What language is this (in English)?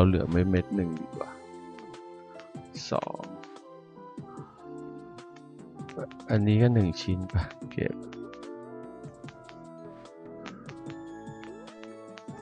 Thai